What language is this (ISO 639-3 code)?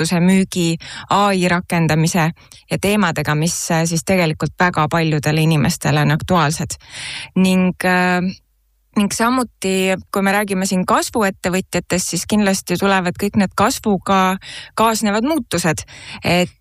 est